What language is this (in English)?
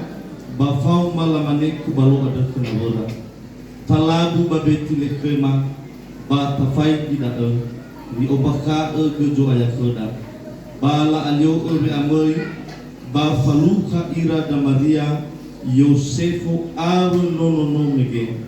Nias